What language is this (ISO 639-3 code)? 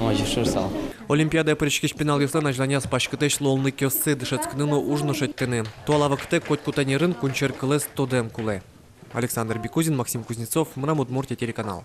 udm